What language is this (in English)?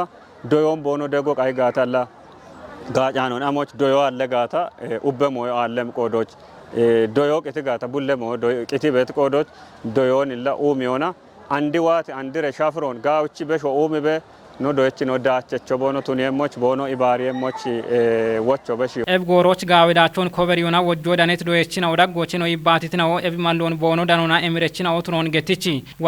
Kafa